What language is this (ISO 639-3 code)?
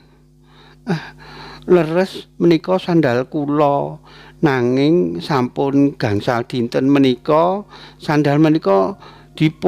jav